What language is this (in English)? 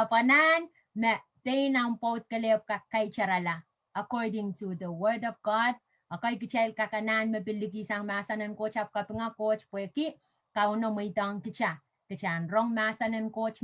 Pohnpeian